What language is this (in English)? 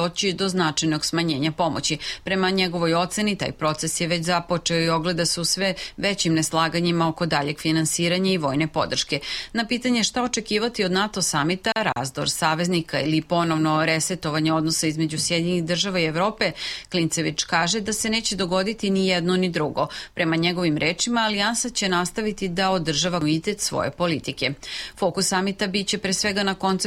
Serbian